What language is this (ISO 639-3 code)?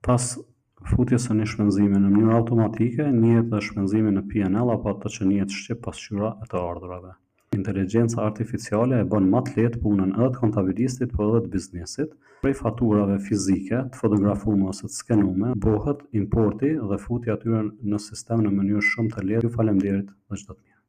sqi